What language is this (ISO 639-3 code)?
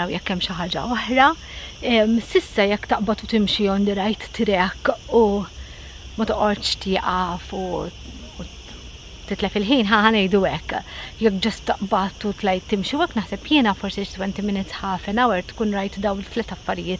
mlt